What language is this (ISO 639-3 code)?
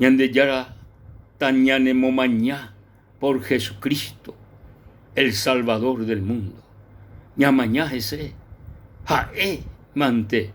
grn